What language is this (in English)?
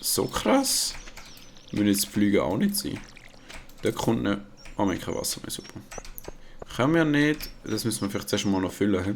Swiss German